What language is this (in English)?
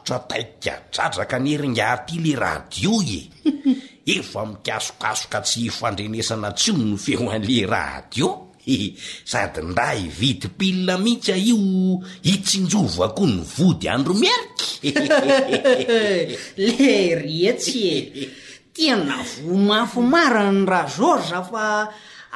Malagasy